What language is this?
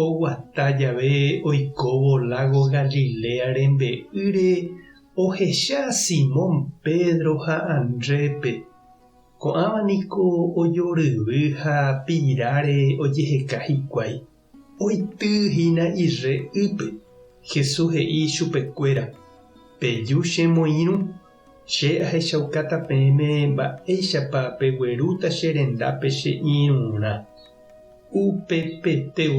Guarani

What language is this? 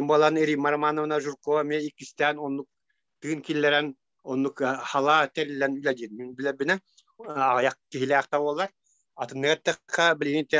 Yakut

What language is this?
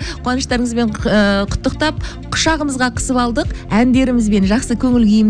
Kazakh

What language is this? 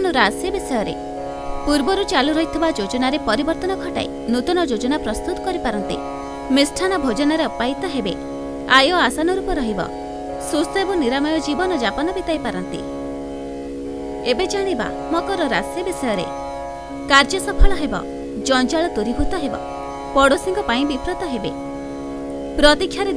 Odia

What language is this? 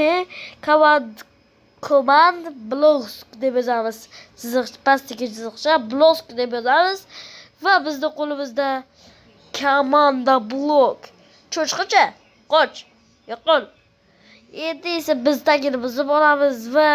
Uzbek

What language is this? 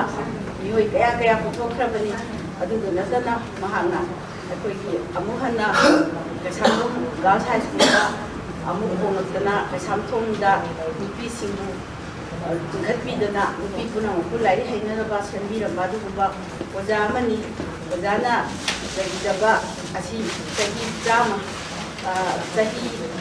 Manipuri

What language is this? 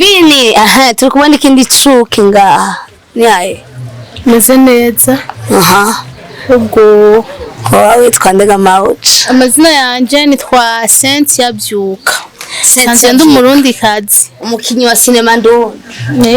Rundi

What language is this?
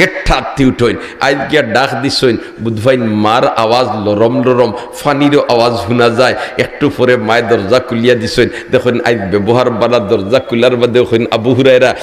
Sylheti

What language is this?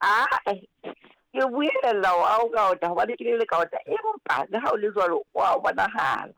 Southern Sotho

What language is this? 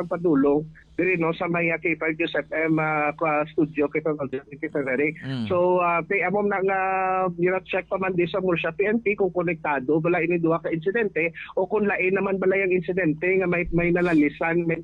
Hiligaynon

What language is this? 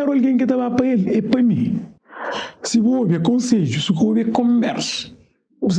Kabuverdianu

